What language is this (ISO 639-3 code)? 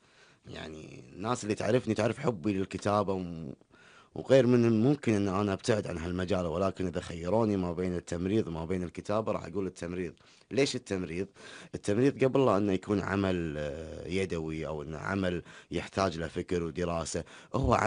afb